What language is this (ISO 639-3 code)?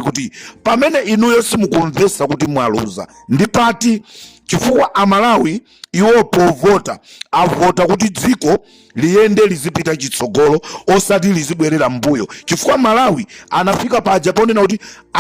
nya